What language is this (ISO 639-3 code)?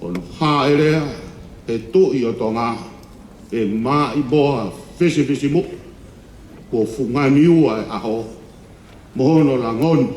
ton